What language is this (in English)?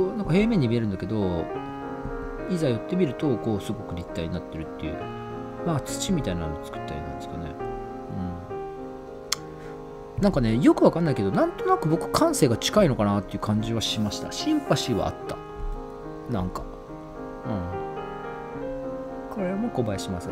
Japanese